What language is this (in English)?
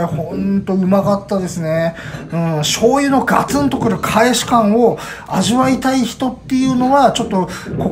Japanese